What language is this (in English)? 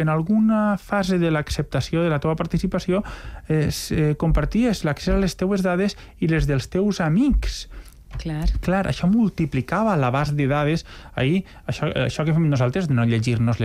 Catalan